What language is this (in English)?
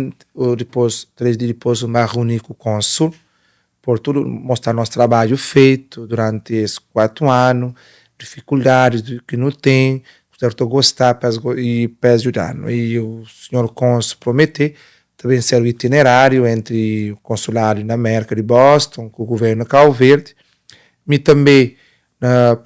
Kabuverdianu